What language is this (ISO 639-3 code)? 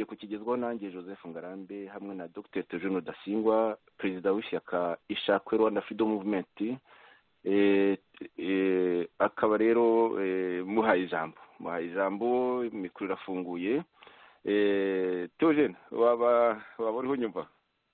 kin